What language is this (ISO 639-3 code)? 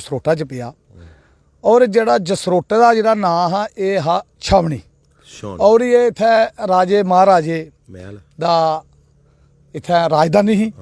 doi